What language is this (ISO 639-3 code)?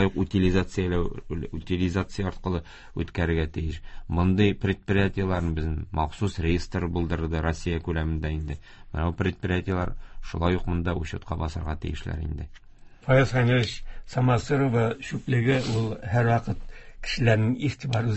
tat